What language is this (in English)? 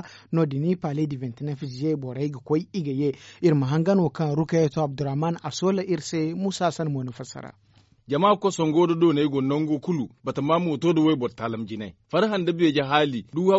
Zarma